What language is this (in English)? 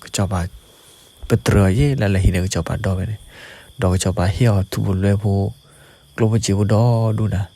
S'gaw Karen